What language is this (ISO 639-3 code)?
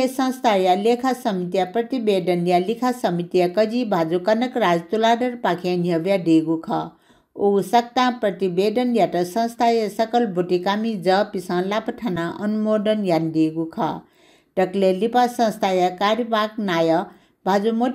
new